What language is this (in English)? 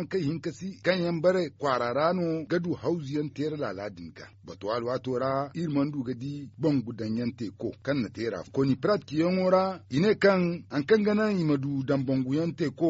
Zarma